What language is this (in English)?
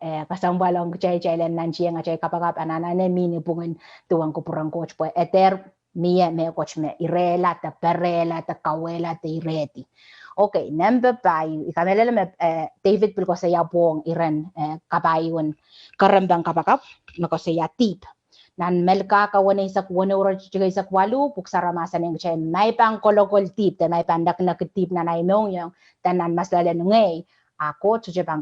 Pohnpeian